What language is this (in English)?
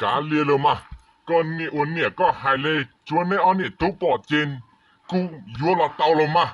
Hmong